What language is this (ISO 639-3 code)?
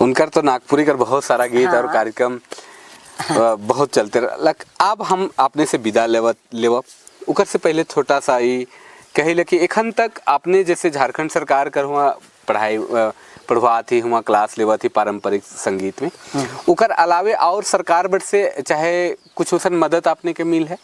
sck